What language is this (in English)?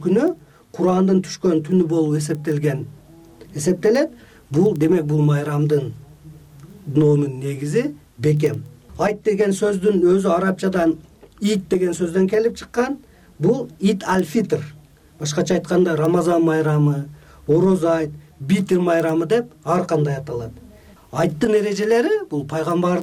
Kyrgyz